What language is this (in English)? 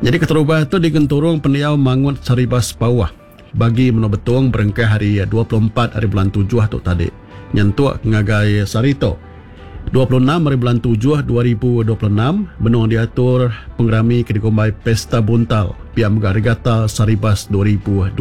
Iban